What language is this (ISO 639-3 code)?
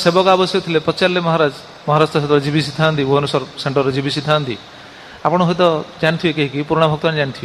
ori